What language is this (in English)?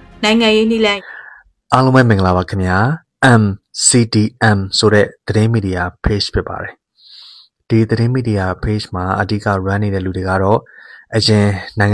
Burmese